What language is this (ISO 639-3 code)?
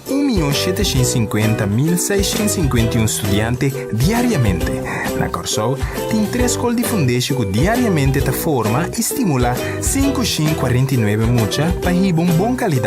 pap